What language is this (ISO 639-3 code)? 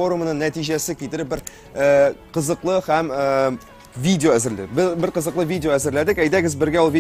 tat